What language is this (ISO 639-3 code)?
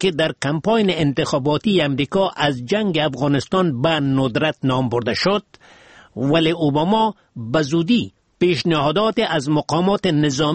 fas